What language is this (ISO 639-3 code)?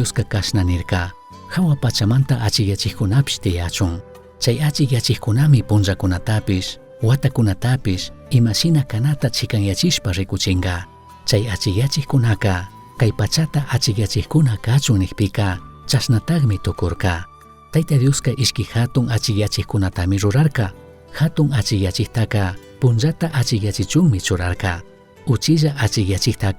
qug